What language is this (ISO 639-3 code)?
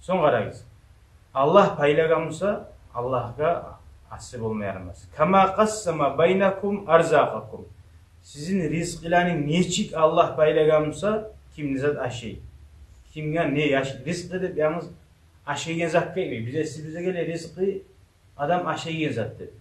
kum